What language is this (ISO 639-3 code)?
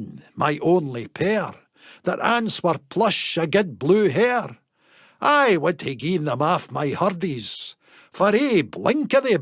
sco